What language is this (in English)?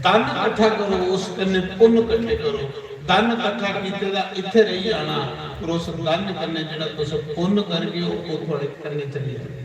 Dogri